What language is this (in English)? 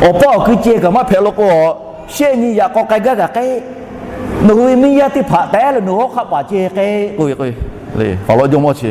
Lahu